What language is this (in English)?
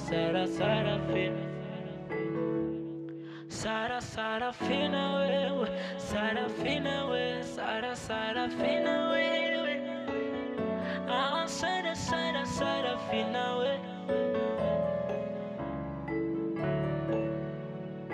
Swahili